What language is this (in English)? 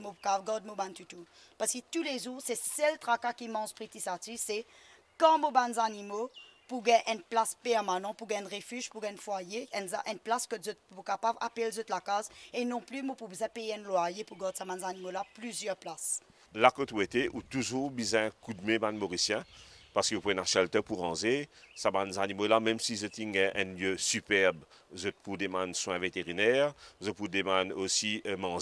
Morisyen